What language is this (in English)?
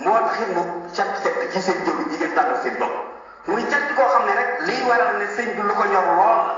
Wolof